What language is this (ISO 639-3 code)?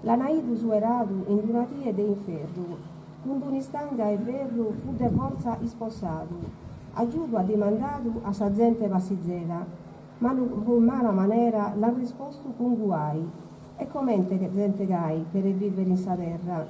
srd